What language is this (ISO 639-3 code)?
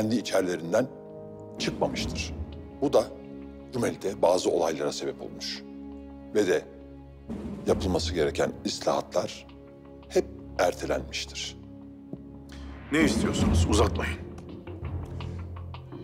tur